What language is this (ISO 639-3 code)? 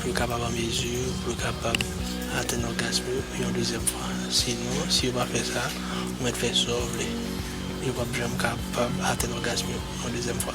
hat